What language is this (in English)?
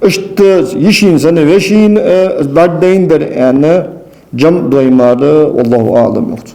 Ingush